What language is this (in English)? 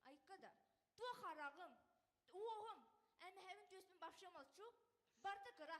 Yakut